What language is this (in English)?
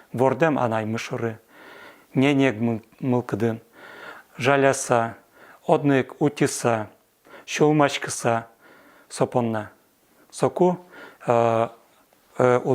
Udmurt